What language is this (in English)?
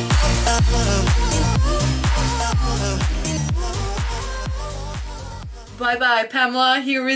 Norwegian